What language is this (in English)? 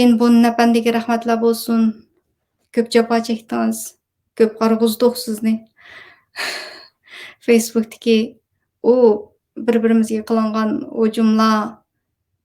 Uyghur